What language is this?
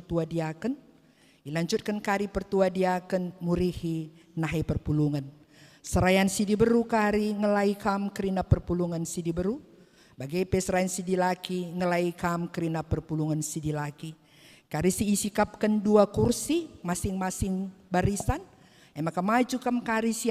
Batak Karo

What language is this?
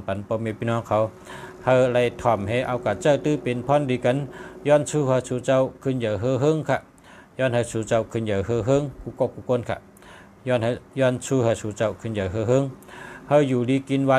Shan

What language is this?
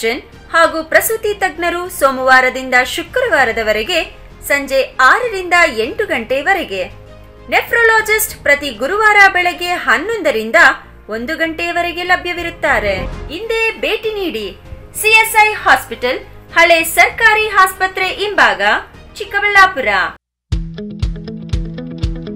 Kannada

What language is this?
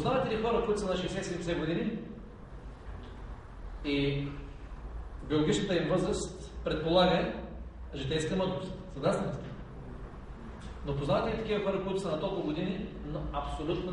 Bulgarian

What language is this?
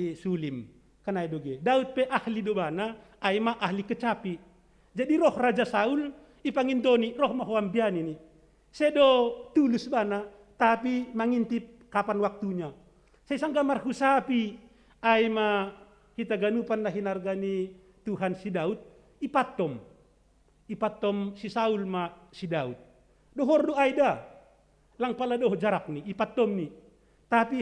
Batak Simalungun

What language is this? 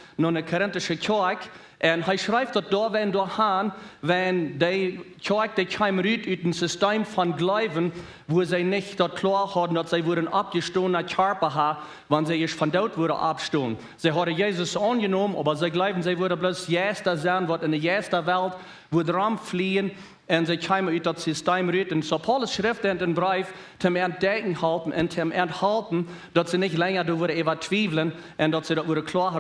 Plautdietsch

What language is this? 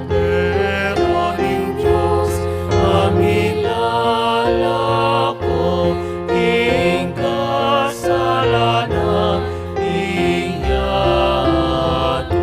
Pampanga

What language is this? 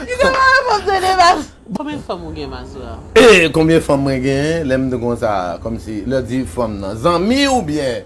Haitian Creole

